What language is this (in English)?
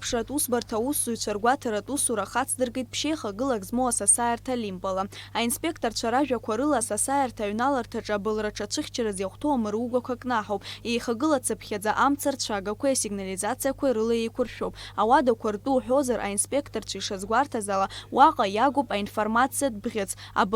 Abkhazian